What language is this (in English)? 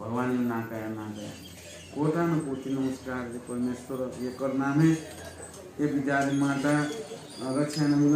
Newari